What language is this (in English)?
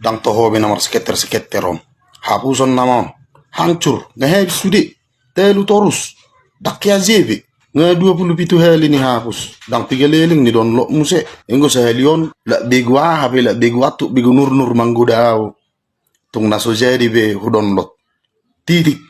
Batak Toba